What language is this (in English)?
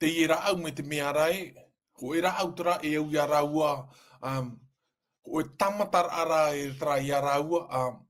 Tahitian